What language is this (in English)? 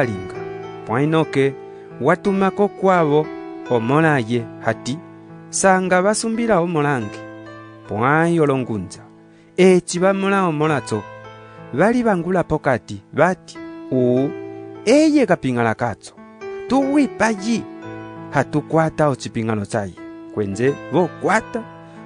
Umbundu